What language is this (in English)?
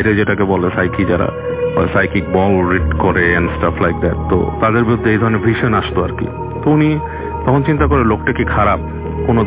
Bangla